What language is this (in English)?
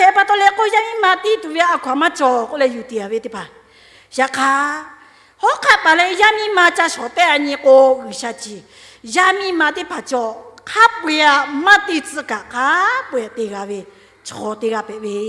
Lahu